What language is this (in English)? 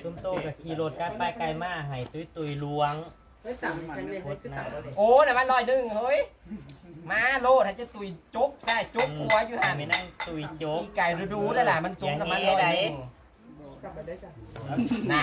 Northeastern Thai